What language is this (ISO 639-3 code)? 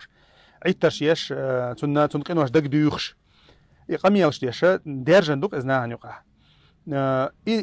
che